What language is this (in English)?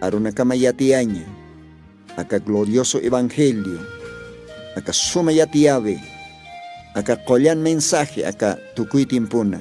Aymara